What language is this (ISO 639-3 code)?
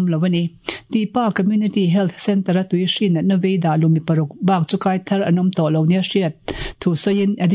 lus